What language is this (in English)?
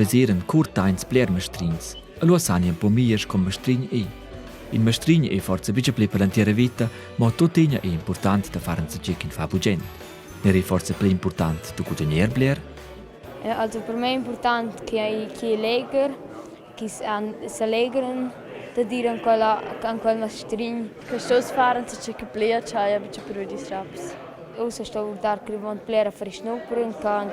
Romansh